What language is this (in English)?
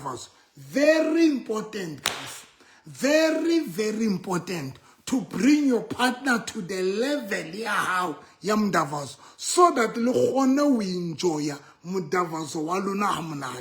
Southern Sotho